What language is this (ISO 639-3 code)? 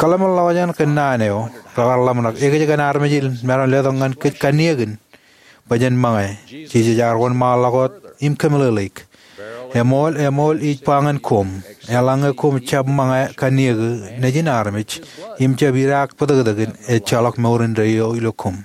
mah